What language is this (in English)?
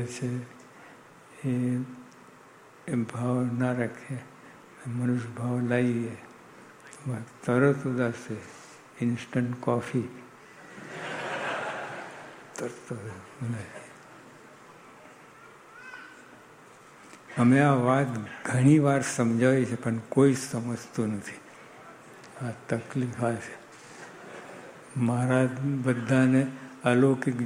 Gujarati